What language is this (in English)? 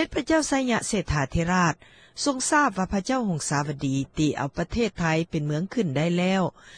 Lao